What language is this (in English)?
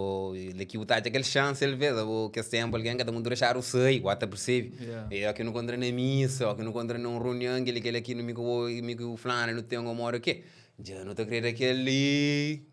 Kabuverdianu